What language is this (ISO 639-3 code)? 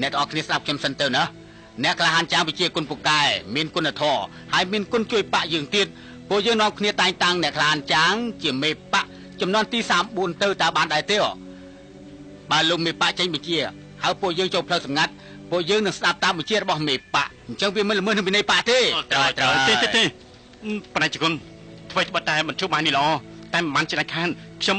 khm